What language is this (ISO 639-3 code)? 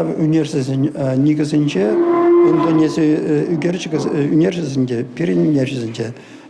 chv